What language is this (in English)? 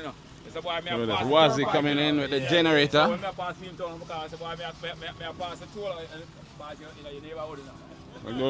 Jamaican Creole English